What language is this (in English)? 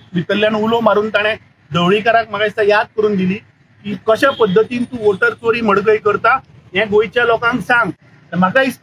Konkani